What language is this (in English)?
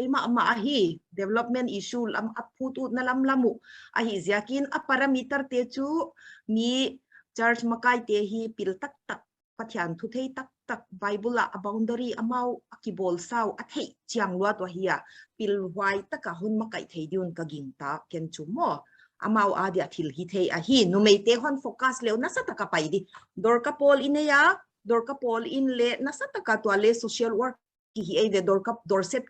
Paite Chin